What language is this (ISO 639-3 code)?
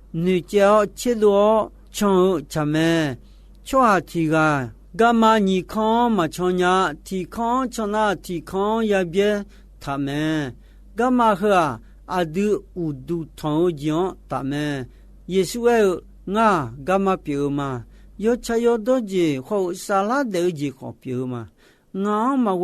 ahk